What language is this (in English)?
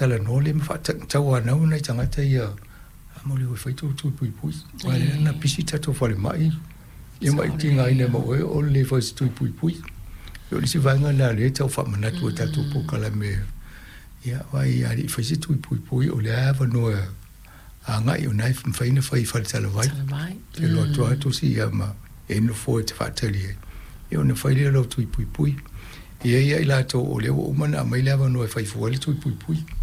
Samoan